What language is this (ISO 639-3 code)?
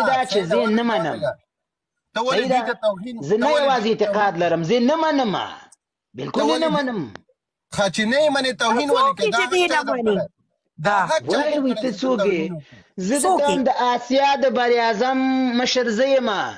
pus